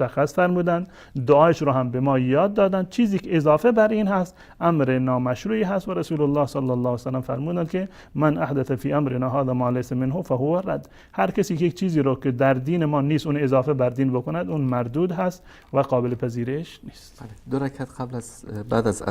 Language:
Persian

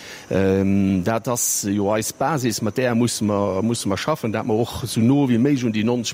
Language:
Luxembourgish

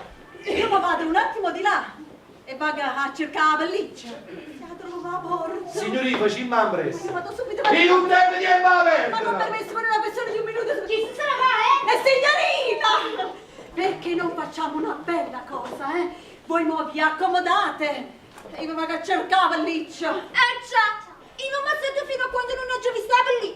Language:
Neapolitan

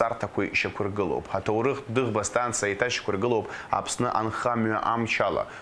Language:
Abkhazian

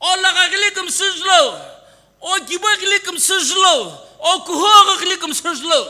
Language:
Sumi Naga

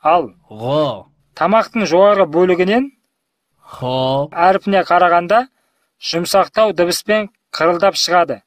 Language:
Kazakh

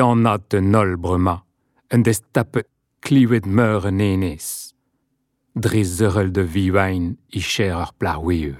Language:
Breton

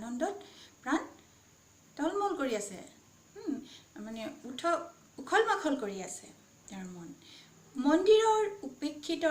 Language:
Assamese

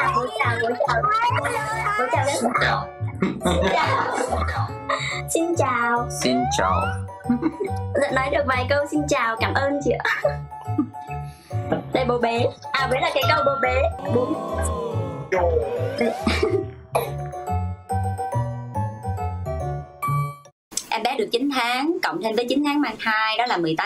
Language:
Vietnamese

